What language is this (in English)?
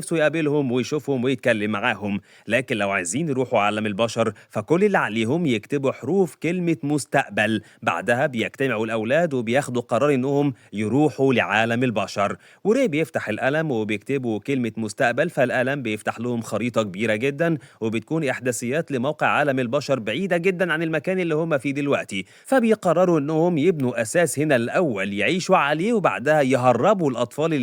Egyptian Arabic